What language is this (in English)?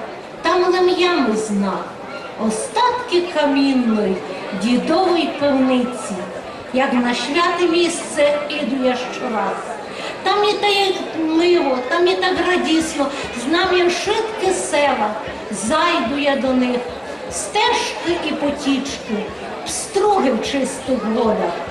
Rusyn